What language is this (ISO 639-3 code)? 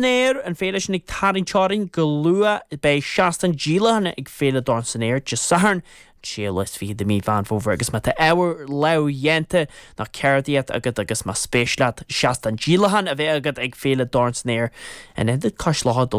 gle